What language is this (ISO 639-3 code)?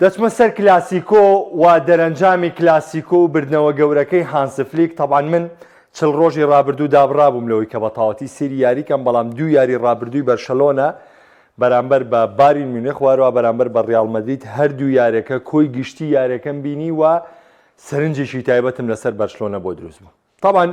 ckb